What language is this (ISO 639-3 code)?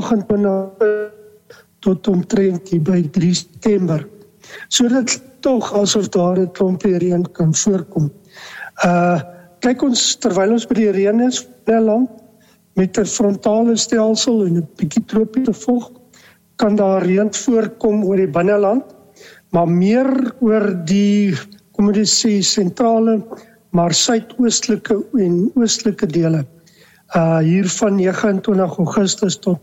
afr